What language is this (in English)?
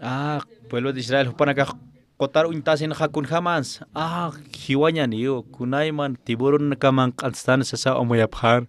Aymara